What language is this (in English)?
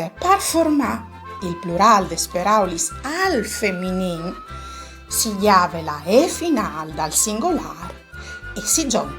Friulian